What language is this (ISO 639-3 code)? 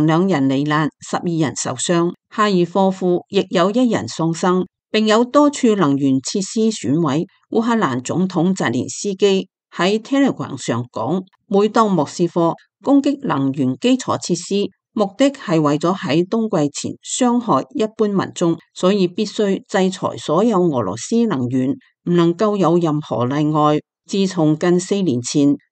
yue